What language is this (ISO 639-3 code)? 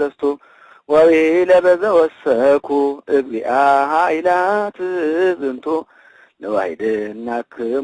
gez